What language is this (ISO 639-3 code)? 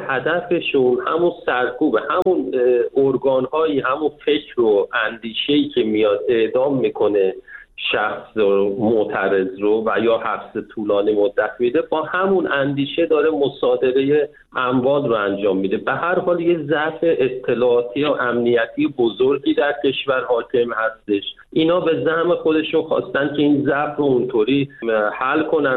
fas